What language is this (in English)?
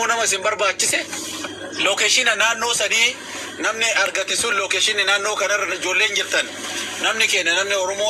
Oromo